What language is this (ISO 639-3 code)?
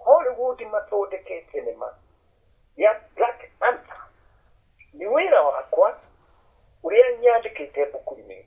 kik